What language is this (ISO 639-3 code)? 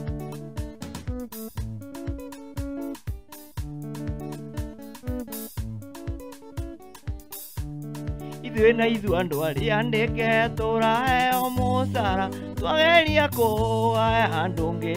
kik